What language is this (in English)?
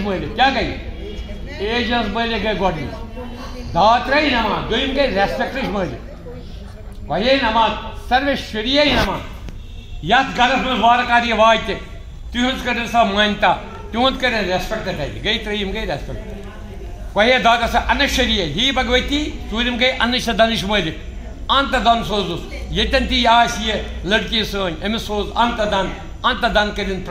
Kashmiri